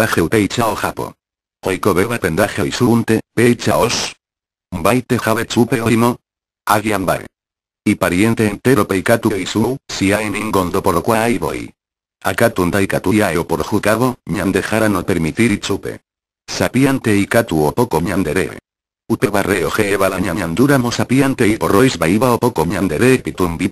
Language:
Guarani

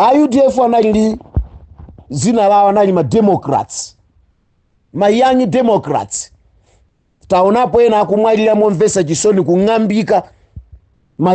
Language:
Nyanja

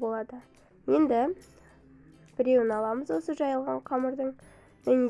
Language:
Kazakh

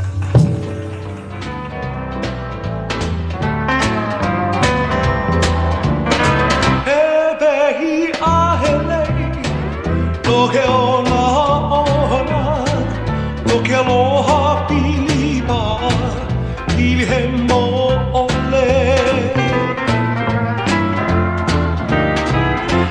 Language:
Hawaiian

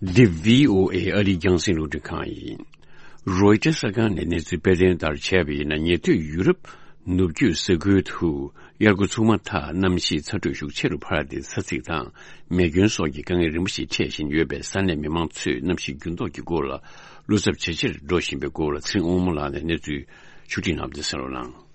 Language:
Tibetan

